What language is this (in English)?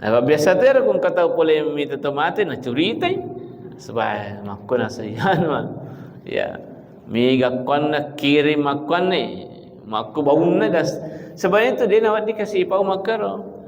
Buginese